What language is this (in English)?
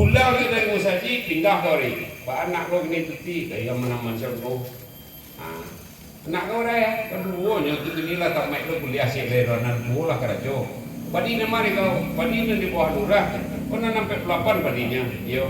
Minangkabau